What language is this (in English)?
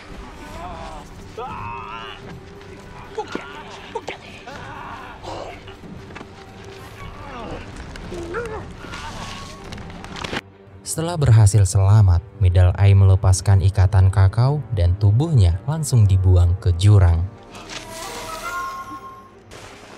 Indonesian